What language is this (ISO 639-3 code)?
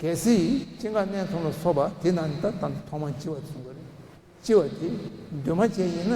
bod